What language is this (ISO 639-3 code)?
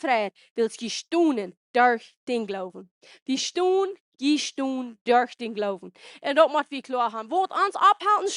pdt